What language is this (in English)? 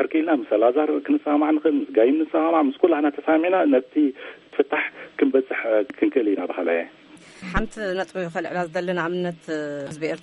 Tigrinya